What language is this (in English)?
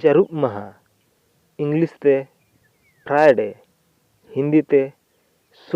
Santali